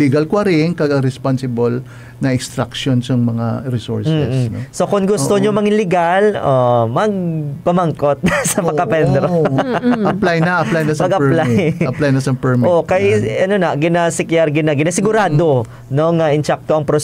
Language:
Hiligaynon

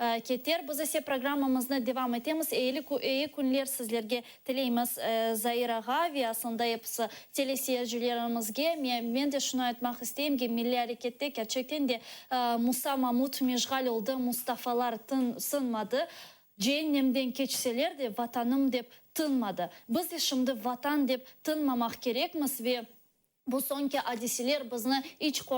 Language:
Crimean Tatar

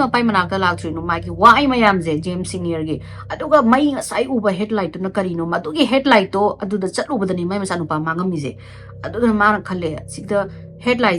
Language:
Manipuri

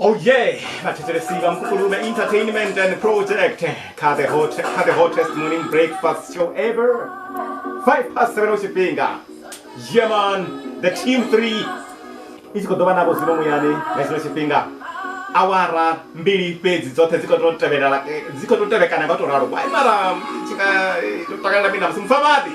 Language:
Venda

